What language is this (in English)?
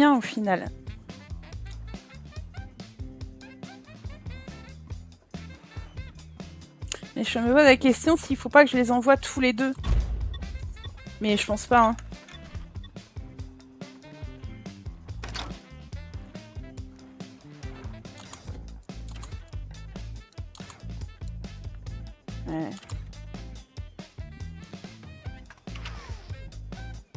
French